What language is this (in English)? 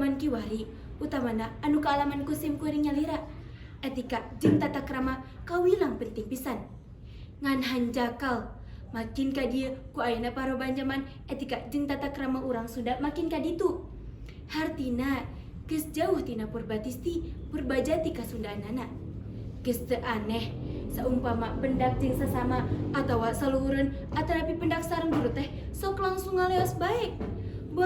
Sundanese